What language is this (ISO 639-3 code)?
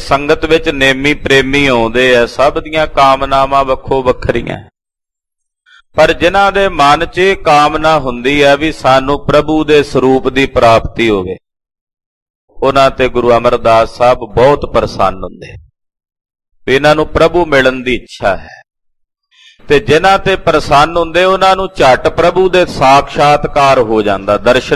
pan